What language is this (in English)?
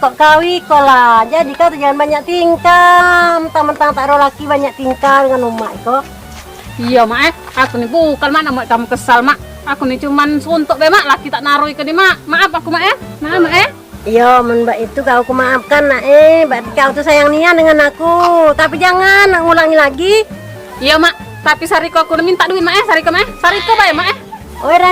Musi